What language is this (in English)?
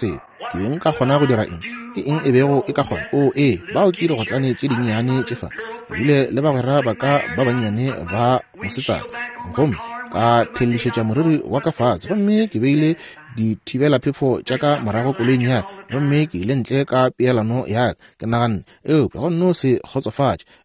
Northern Sotho